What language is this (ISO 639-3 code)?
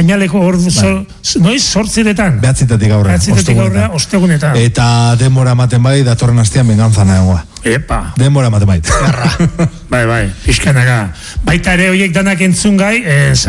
eus